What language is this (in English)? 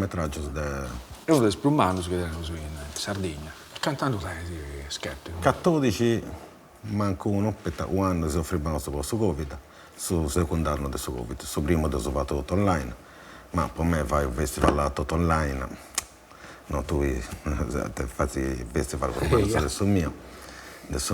Sardinian